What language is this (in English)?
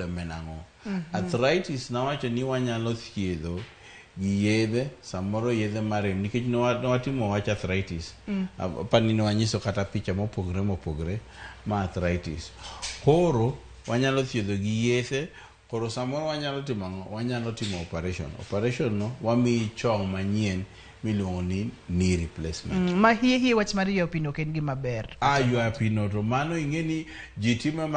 Luo (Kenya and Tanzania)